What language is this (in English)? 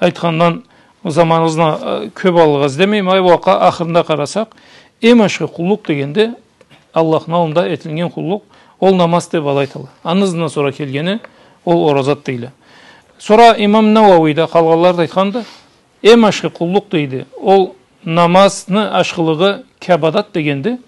Karachay-Balkar